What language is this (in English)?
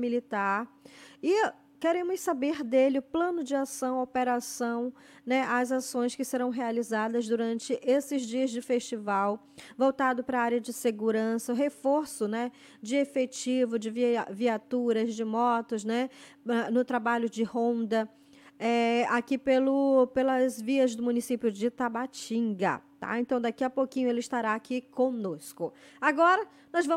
Portuguese